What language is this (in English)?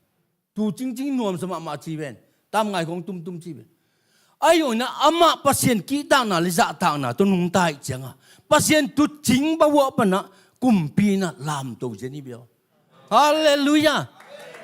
Tedim Chin